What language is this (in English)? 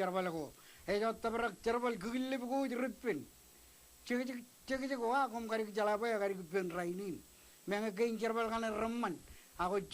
Marshallese